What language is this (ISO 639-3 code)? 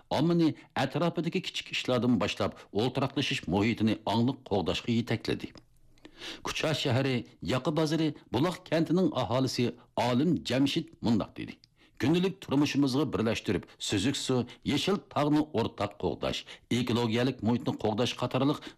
uig